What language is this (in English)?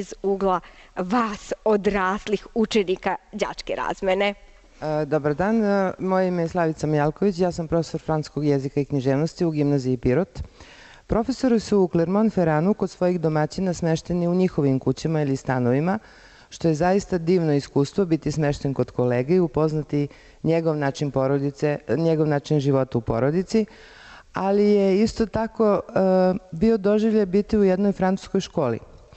Serbian